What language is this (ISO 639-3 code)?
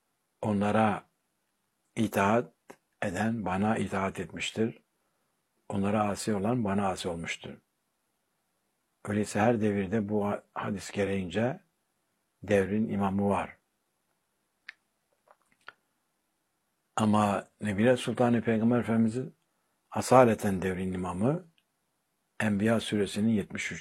tur